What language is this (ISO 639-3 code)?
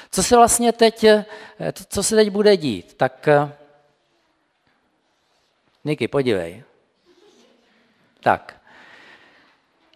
ces